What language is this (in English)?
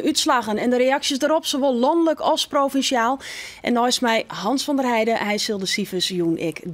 Western Frisian